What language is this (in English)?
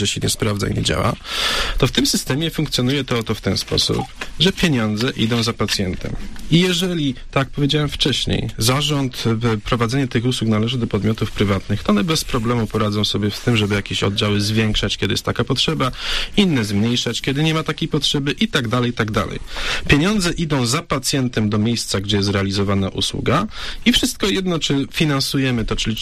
Polish